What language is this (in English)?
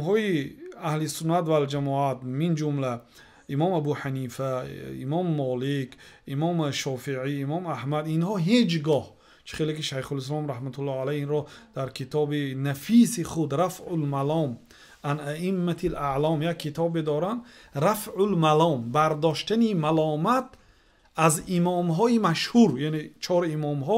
Tajik